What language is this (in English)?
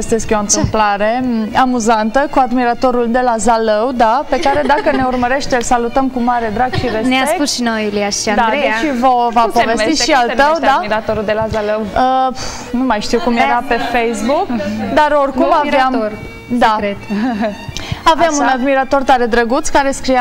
Romanian